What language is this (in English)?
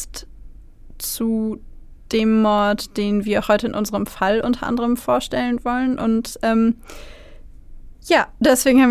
German